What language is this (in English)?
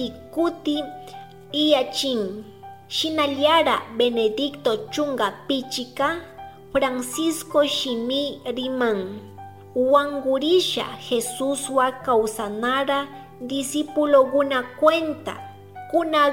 Chimborazo Highland Quichua